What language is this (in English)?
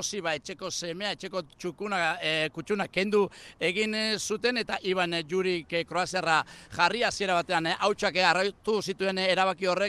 Basque